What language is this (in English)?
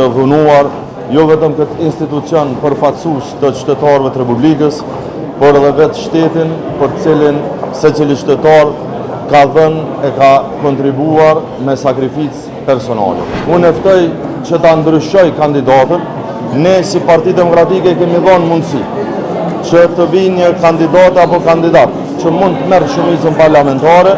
Albanian